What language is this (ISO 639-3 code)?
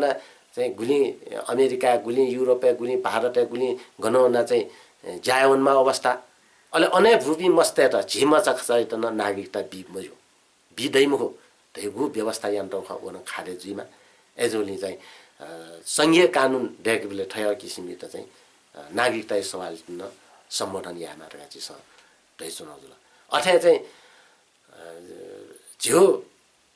new